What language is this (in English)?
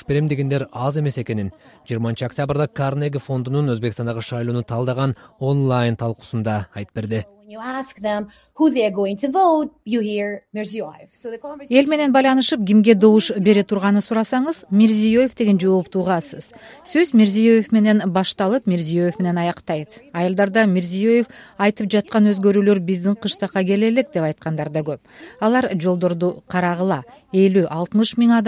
Kyrgyz